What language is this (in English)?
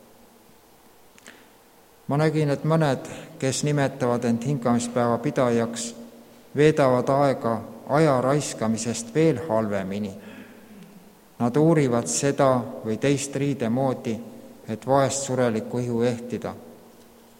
Estonian